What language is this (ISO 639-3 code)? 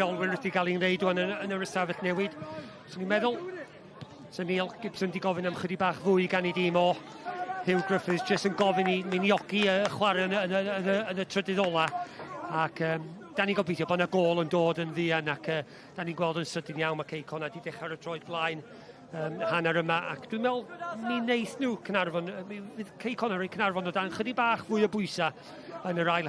cym